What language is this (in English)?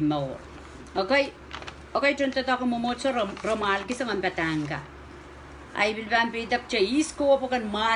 Pohnpeian